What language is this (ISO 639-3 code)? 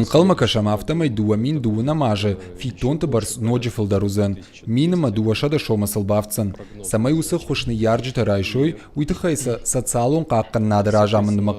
oss